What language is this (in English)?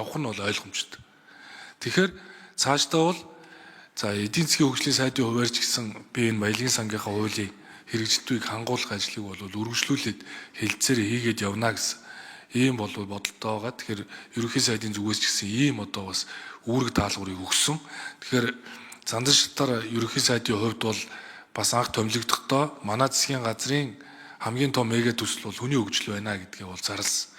Mongolian